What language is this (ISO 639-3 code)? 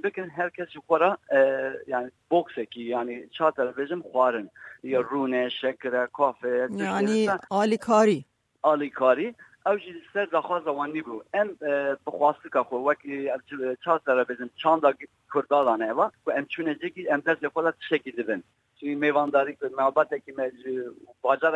kur